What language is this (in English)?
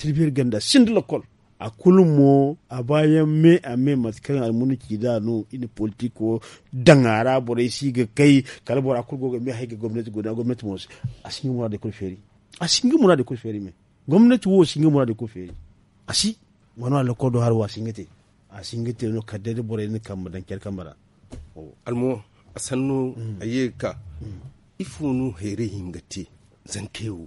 Zarma